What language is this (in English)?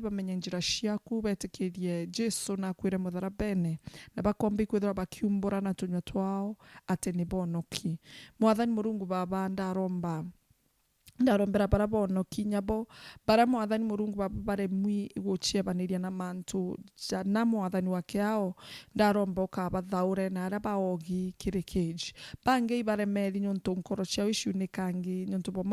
Meru